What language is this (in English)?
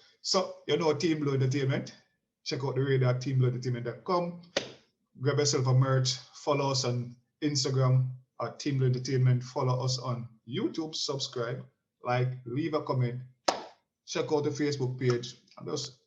Jamaican Creole English